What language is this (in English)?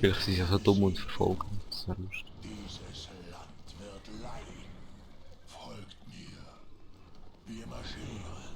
Swiss German